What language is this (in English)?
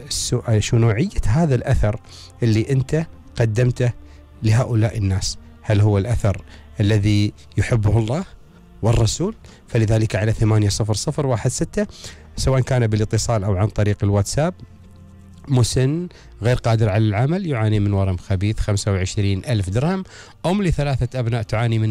Gulf Arabic